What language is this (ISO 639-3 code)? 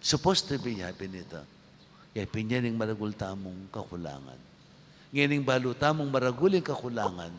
pam